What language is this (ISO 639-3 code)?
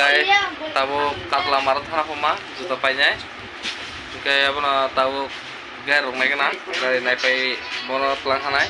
trp